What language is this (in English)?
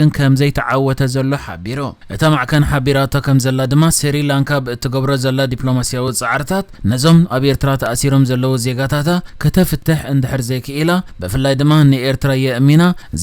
Tigrinya